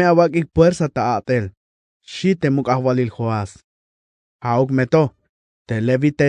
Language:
Tzeltal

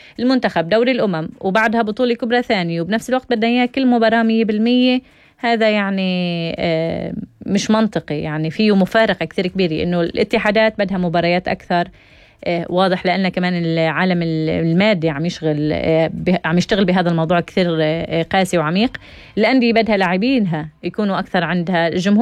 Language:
North Levantine Arabic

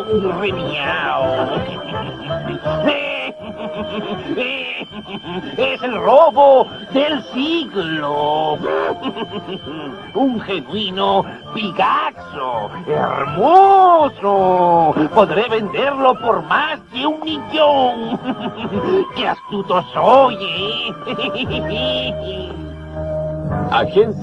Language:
Spanish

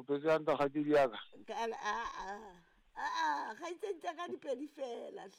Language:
Southern Sotho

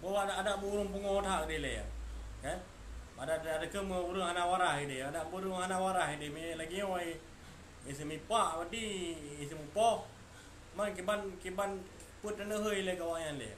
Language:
Achinese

